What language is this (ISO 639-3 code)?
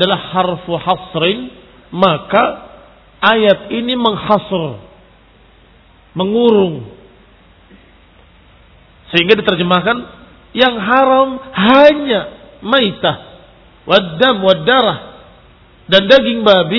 ind